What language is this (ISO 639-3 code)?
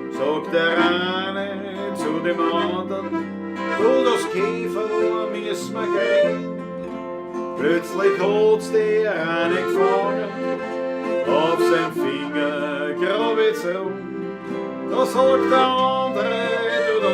bar